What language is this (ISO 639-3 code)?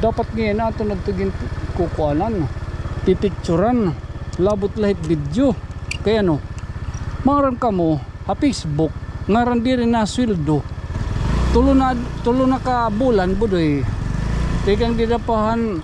war